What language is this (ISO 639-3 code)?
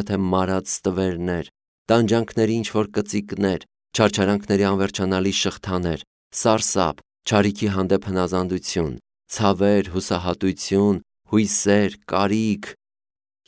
hye